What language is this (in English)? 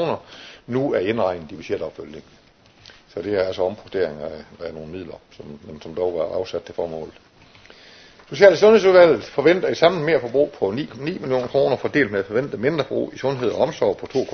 Danish